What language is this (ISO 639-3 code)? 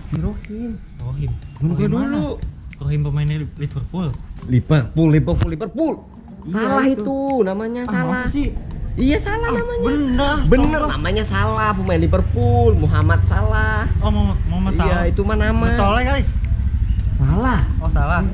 bew